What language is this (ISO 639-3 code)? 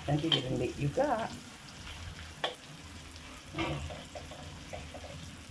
msa